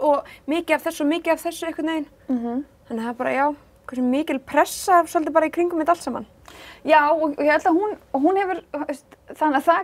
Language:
Icelandic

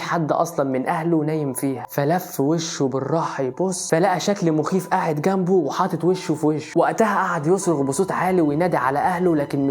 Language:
Egyptian Arabic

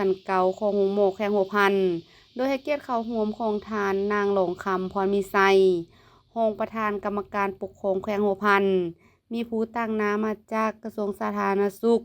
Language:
Lao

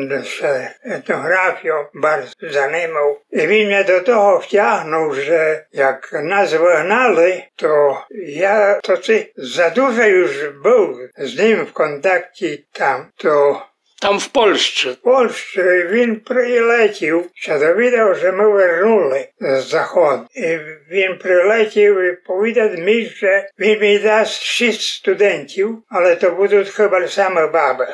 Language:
Rusyn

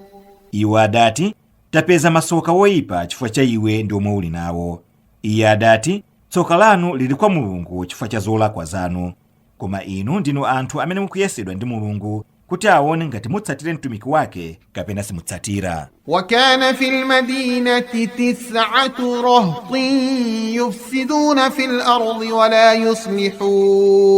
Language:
Nyanja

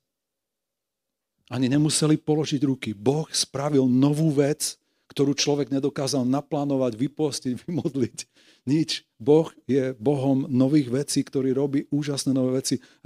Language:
Slovak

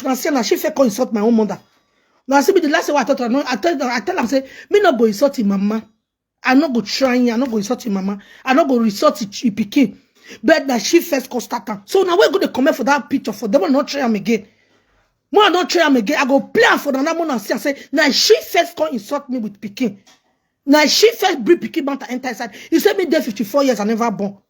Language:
Nigerian Pidgin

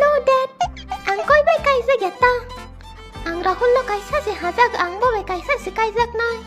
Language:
Kok Borok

